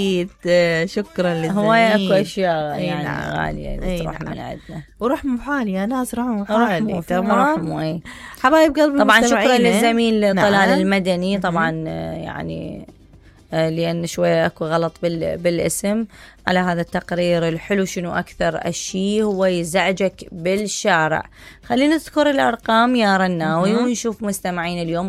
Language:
Mesopotamian Arabic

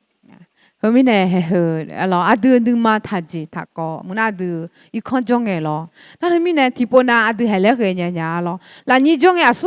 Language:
Akha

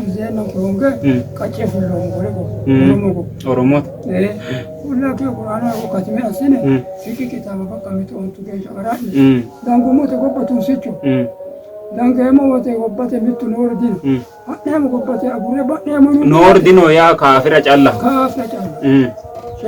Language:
Sidamo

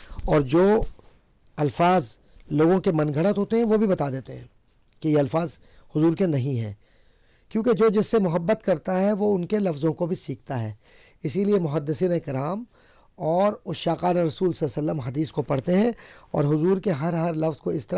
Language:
Urdu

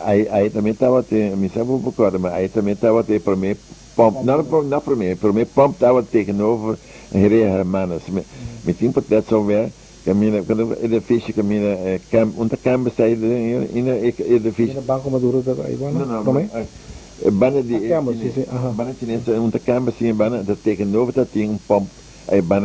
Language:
Papiamento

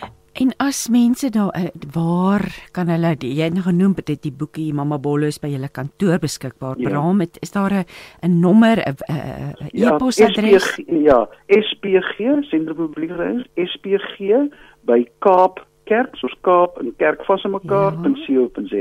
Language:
Afrikaans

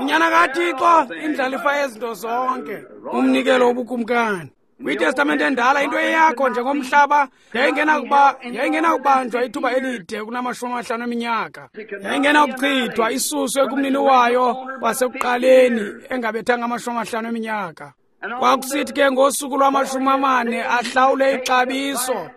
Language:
Xhosa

